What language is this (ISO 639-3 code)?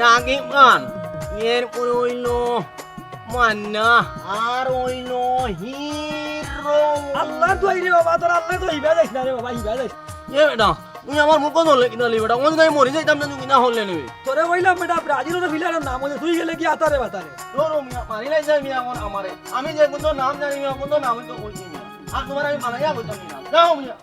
syl